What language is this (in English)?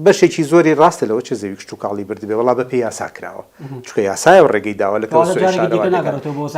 Central Kurdish